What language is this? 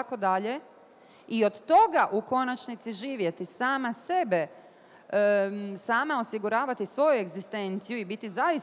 Bosnian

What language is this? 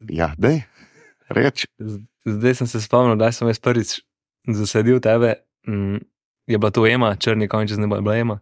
Slovenian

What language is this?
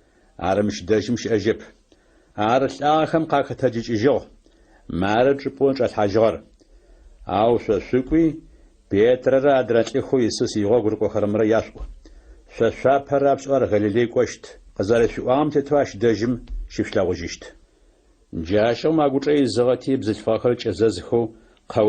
Adyghe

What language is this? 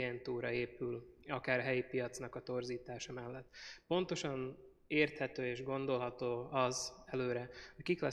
Hungarian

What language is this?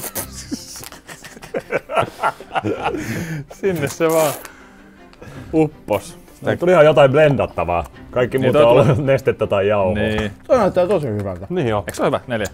Finnish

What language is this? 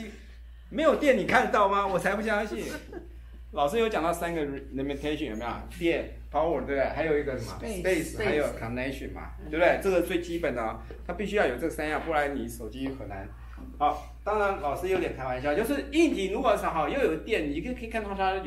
Chinese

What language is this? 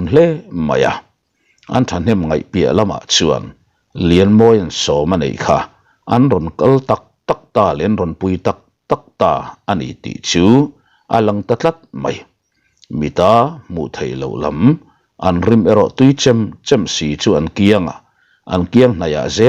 Mizo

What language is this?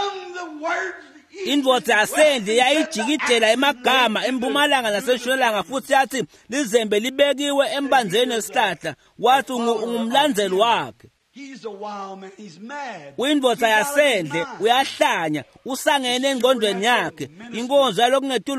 Swati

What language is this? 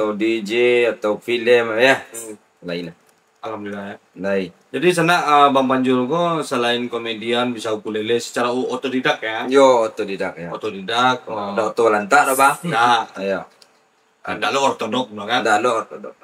Minangkabau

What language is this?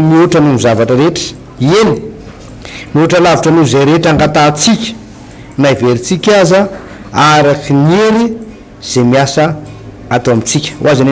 Malagasy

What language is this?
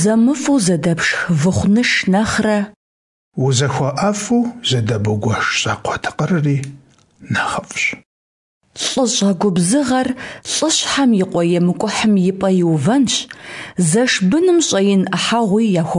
Kabardian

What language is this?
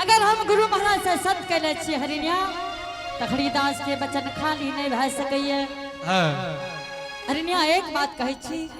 Angika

